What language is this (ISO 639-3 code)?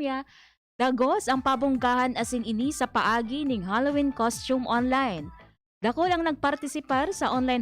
bik